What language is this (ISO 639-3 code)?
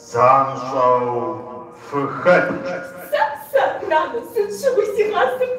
kbd